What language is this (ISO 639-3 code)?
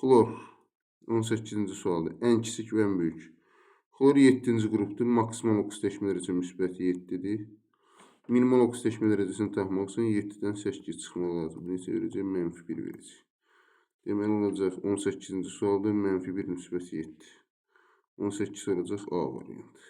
aze